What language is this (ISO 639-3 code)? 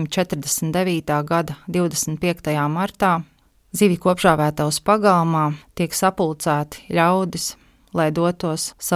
lav